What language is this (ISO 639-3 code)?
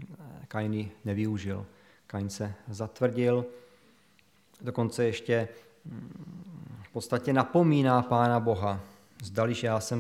ces